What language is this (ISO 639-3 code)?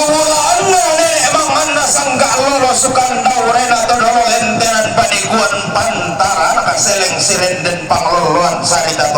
sda